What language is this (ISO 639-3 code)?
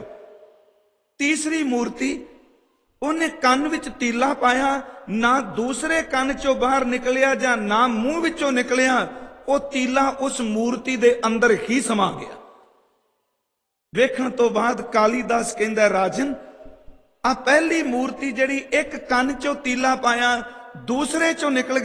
pan